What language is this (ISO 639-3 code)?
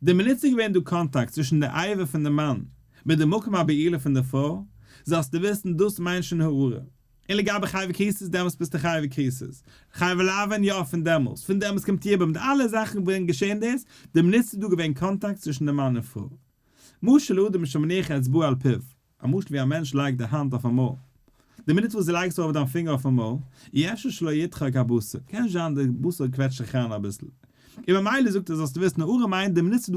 yid